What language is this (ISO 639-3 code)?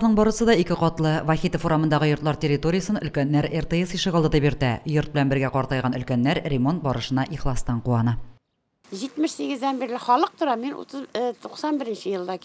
tat